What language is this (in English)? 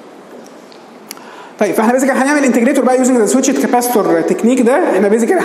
Egyptian Arabic